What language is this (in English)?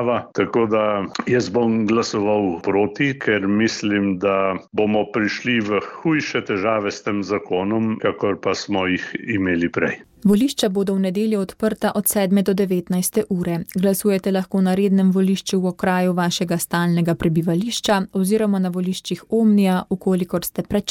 Slovenian